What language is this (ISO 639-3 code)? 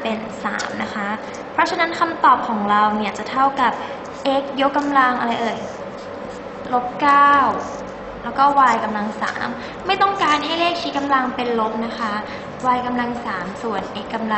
tha